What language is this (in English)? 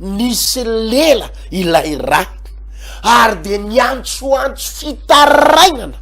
Malagasy